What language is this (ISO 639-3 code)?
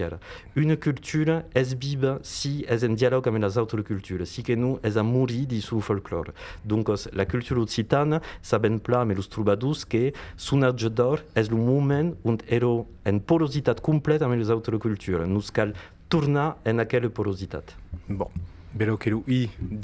oci